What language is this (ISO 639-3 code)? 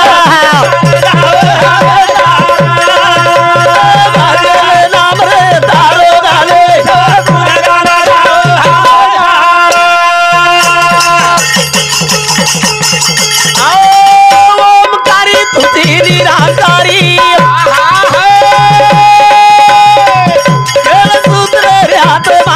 lmn